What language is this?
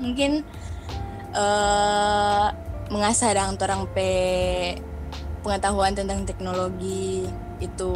Manado Malay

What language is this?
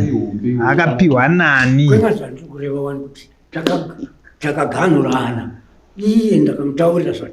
Shona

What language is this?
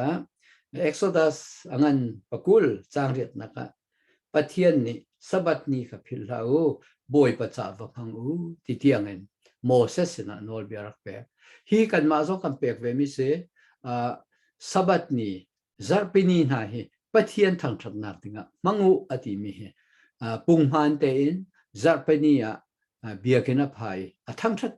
Hakha Chin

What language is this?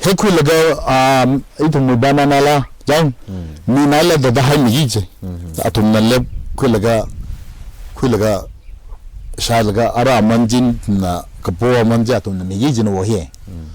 Tangkhul Naga (India)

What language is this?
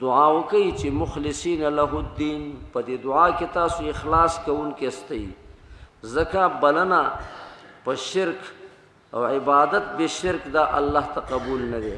Pashto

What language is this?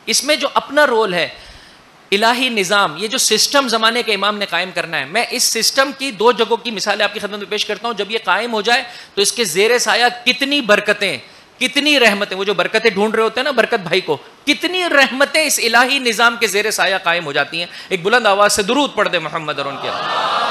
Urdu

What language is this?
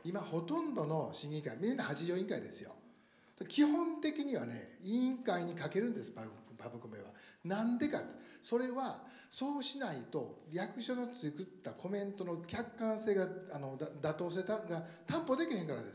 Japanese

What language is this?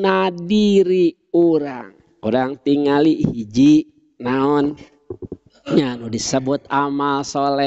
Sundanese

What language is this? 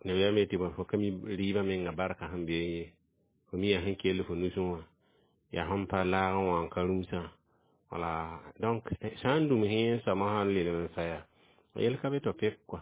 Mossi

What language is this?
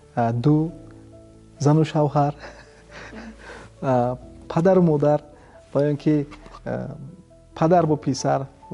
Tajik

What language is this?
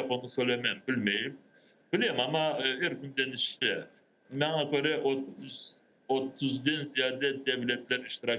Crimean Tatar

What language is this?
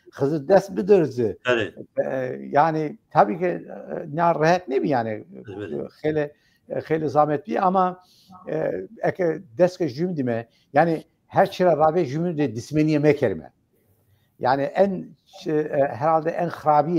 Zaza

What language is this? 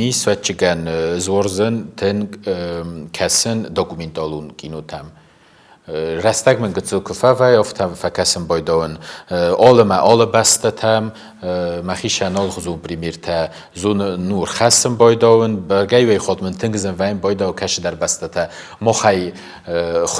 Ossetic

